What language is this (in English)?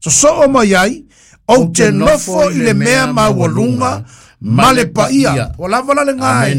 Samoan